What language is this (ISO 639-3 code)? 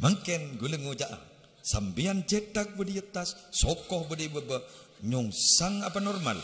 mad